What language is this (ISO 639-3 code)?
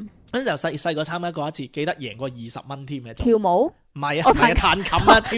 yue